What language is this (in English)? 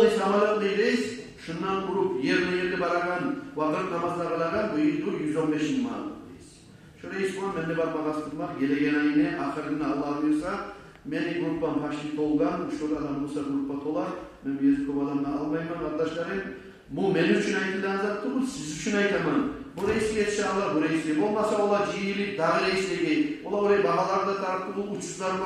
Kumyk